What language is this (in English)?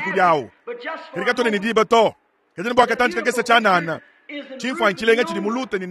Luba-Lulua